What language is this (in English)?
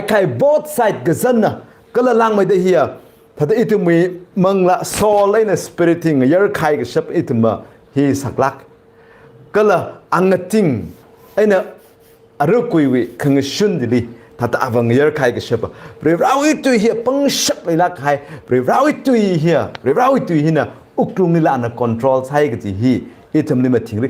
Tangkhul Naga (India)